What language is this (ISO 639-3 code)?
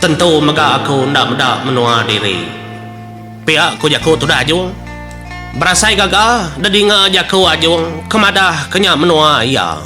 iba